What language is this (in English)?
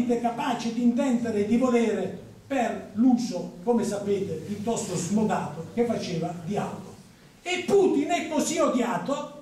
Italian